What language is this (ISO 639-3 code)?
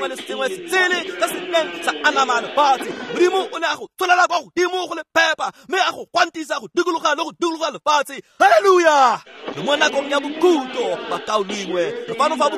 tsn